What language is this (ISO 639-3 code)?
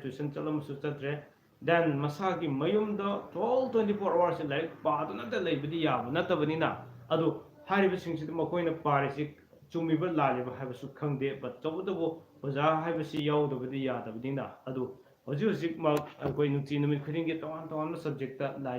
mni